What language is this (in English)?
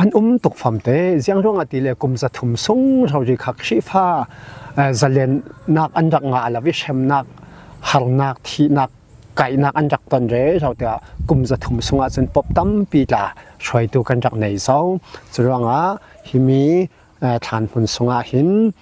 Falam Chin